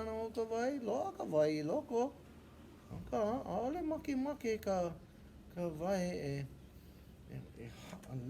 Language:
Hawaiian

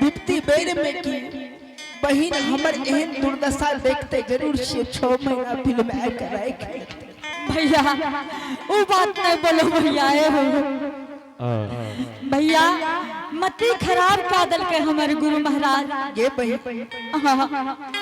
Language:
Angika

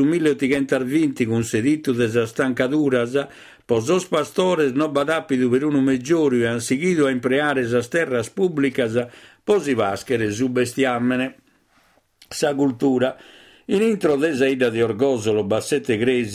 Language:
Sardinian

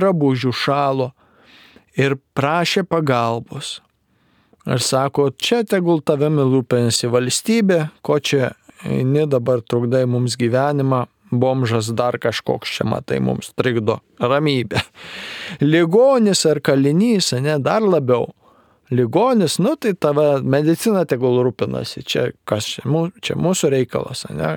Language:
Lithuanian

